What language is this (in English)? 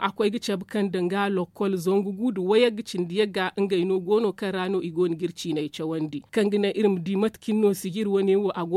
Zarma